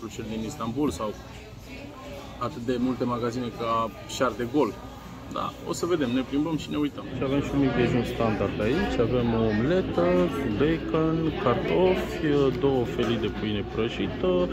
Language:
Romanian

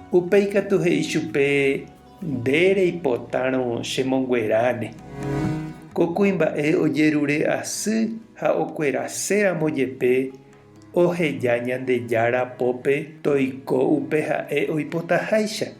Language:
Guarani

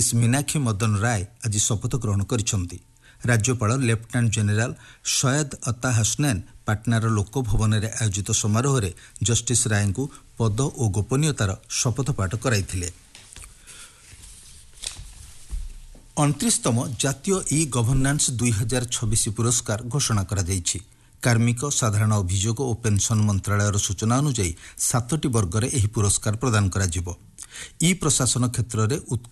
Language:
Odia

